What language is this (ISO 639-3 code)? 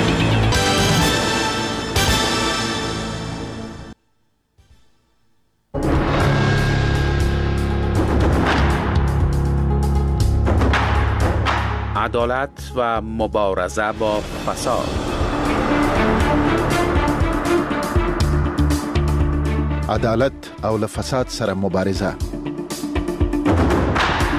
fas